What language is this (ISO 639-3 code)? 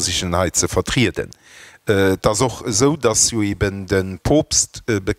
ltz